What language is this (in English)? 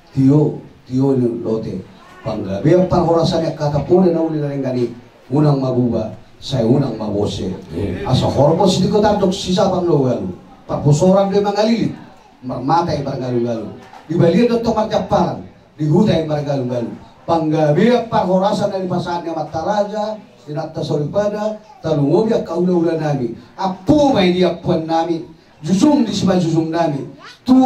Batak Toba